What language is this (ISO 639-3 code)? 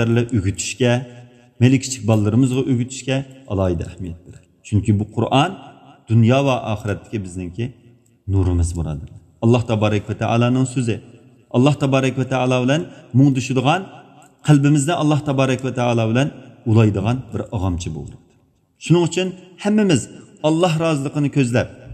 uig